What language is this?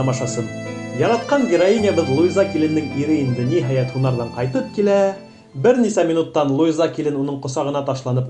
Bashkir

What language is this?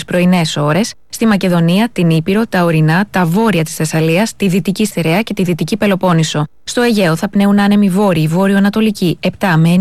Greek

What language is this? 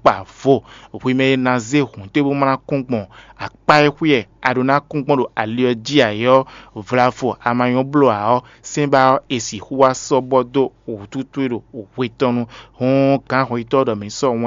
Fon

